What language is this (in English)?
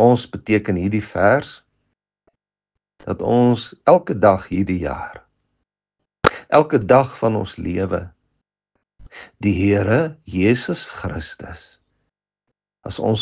Afrikaans